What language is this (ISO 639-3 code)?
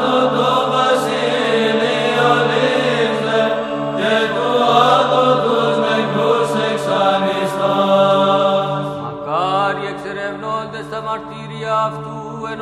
ell